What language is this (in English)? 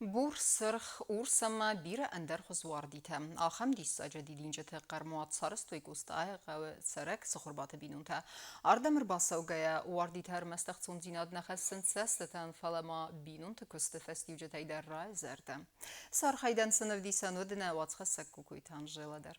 Ossetic